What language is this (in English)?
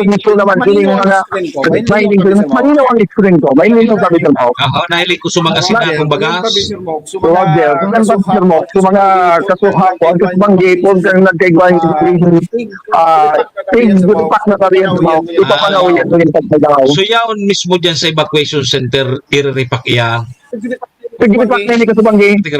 Bikol